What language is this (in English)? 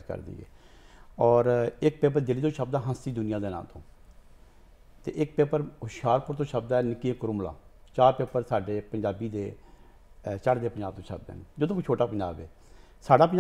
Punjabi